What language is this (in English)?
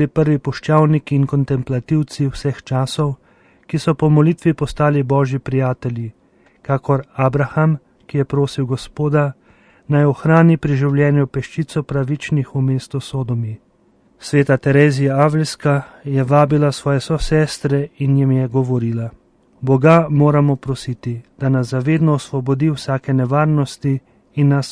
Slovenian